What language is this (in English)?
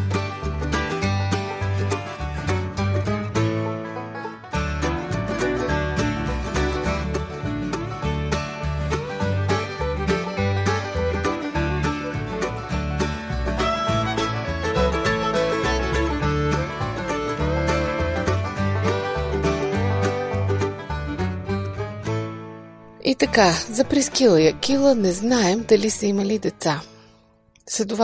Bulgarian